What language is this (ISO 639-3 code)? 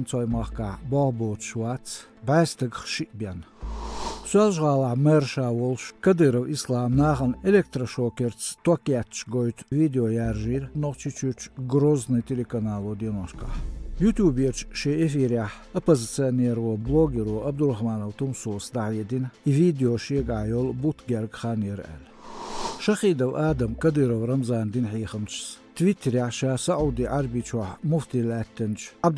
che